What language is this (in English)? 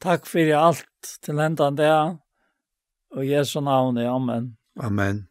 Faroese